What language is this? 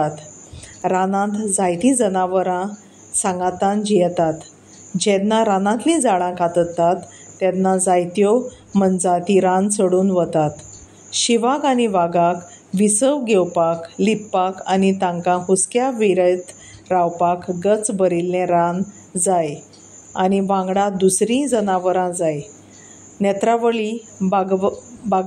Konkani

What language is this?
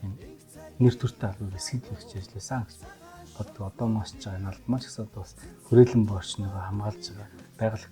Mongolian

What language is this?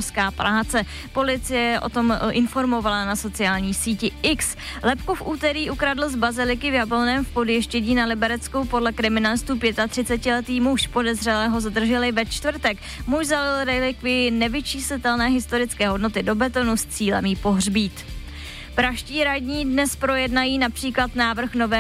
Czech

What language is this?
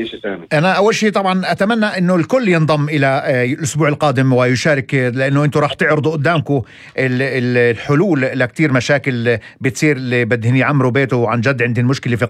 North Levantine Arabic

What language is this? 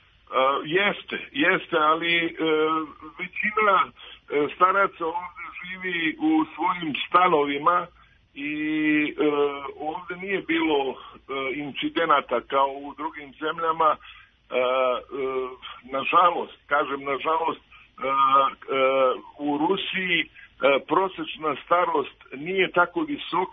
Serbian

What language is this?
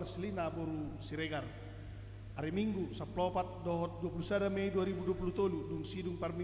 Batak Toba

